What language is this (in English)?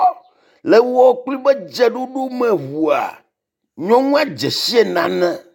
Ewe